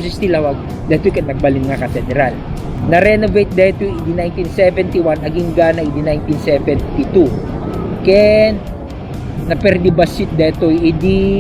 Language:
Iloko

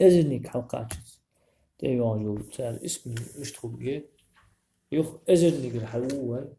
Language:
Ingush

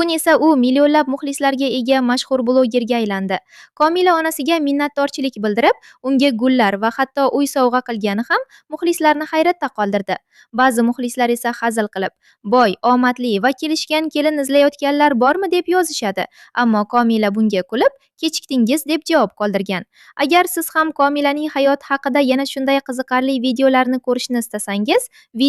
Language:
Uzbek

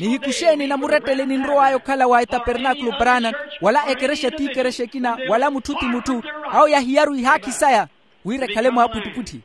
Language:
Makhuwa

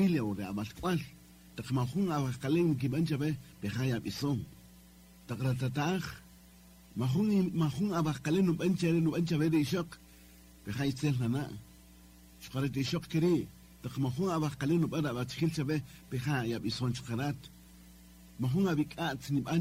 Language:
Kaqchikel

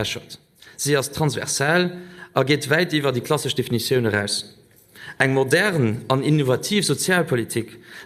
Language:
Luxembourgish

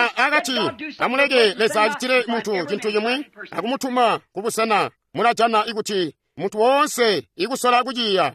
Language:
Tonga (Zambia)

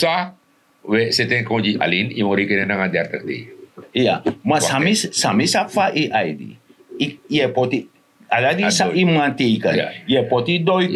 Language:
Sranan Tongo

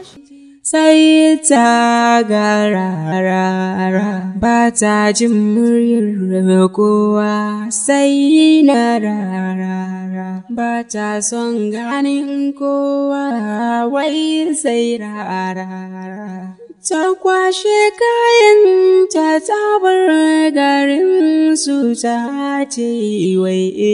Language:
Hausa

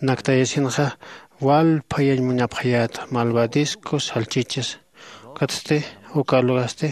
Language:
Aymara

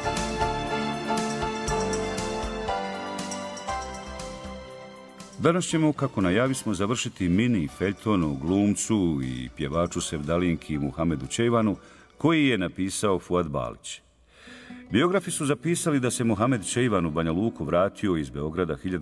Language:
Bosnian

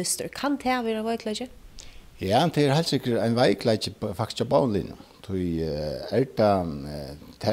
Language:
Faroese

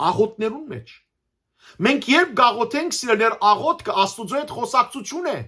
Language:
Western Armenian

